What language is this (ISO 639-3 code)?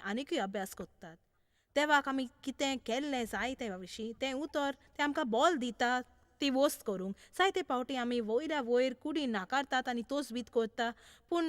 kok